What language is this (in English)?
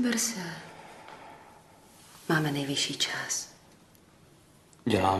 Czech